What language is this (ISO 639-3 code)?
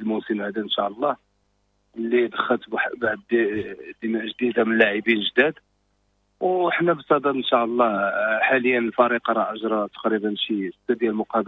ary